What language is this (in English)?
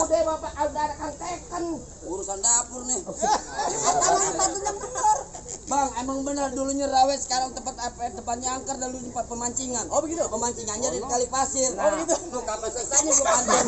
Betawi